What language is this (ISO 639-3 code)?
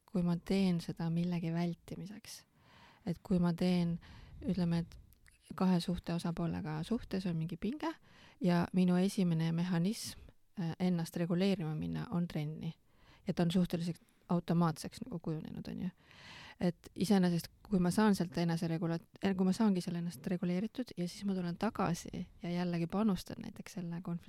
est